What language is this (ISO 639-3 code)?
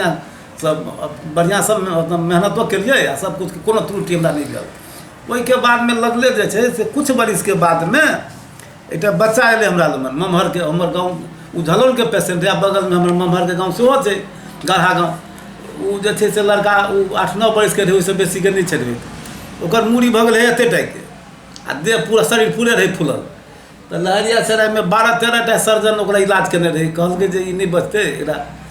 mai